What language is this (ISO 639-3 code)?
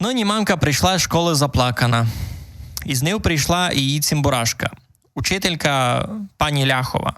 rue